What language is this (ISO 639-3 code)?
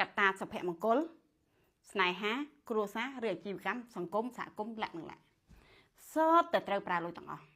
khm